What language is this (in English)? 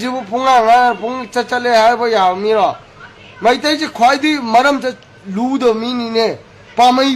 Manipuri